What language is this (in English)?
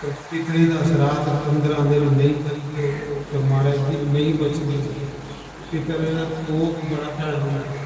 Dogri